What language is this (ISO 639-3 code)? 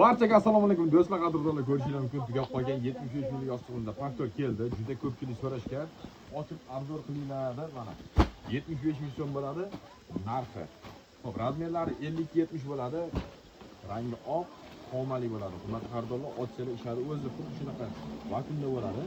uzb